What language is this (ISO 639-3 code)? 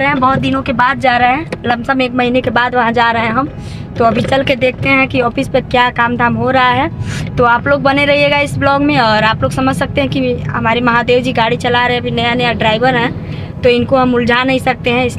hin